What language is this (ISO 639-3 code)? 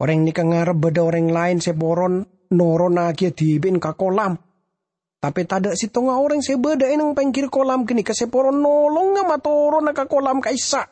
mad